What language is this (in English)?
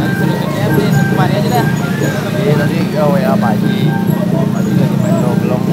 Betawi